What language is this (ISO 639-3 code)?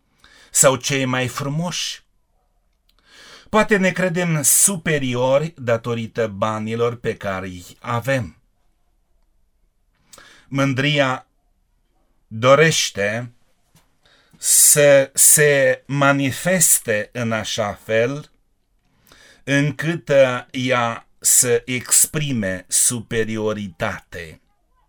ron